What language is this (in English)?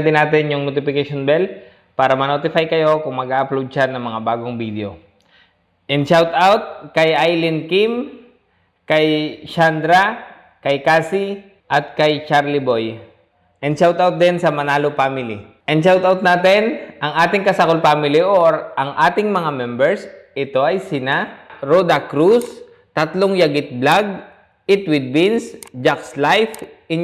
Filipino